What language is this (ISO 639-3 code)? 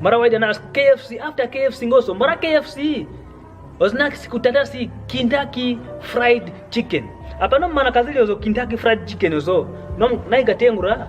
kwn